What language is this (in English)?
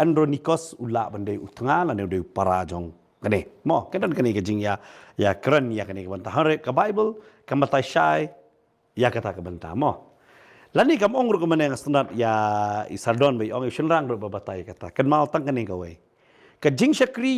Khasi